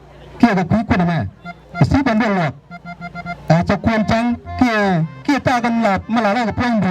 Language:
Nuer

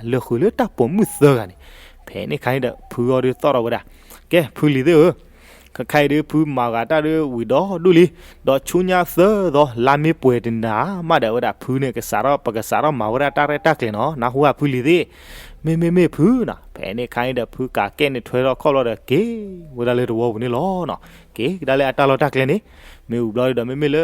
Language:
S'gaw Karen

